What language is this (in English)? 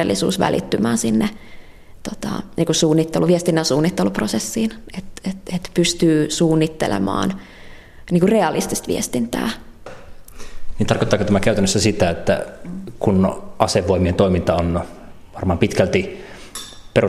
Finnish